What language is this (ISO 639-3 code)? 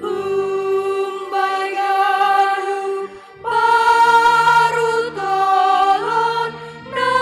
bts